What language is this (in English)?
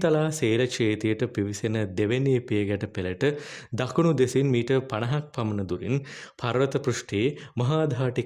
Sinhala